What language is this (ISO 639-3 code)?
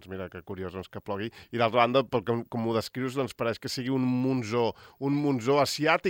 cat